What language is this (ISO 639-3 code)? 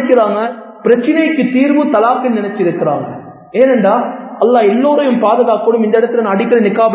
tam